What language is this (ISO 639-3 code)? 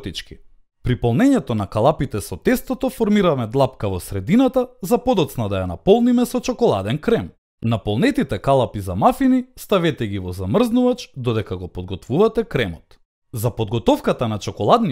mkd